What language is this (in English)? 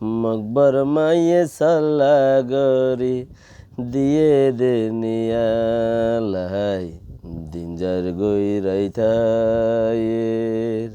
Rohingya